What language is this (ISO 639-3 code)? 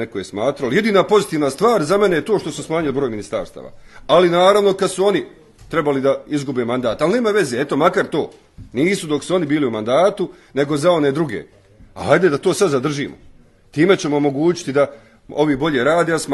bos